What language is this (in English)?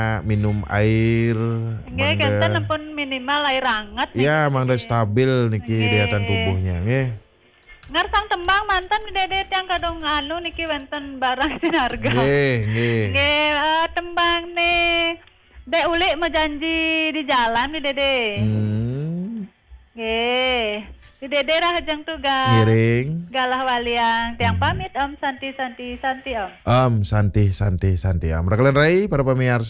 Balinese